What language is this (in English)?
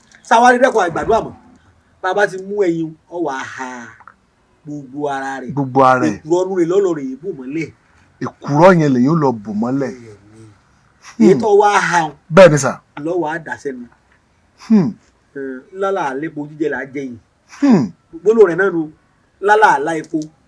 Yoruba